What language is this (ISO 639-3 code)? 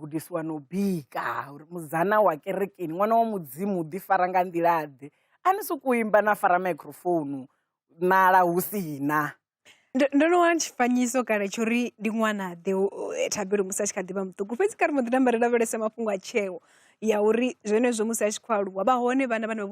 ven